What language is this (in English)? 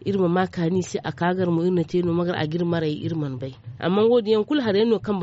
Zarma